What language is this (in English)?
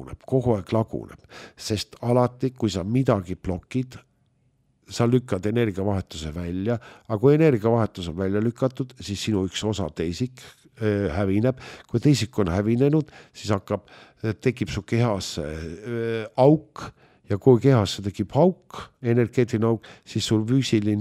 Estonian